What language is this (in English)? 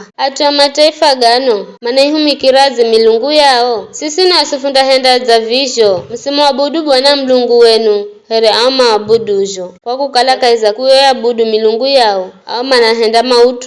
Giryama